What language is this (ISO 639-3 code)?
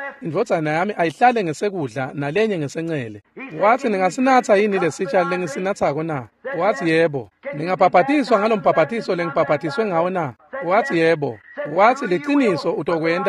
ssw